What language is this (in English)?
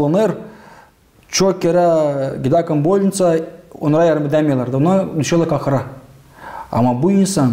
Gagauz